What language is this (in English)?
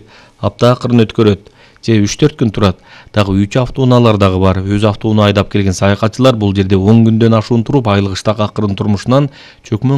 Kyrgyz